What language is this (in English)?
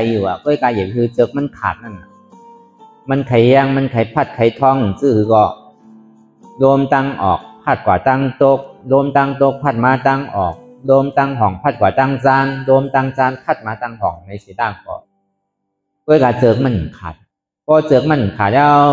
Shan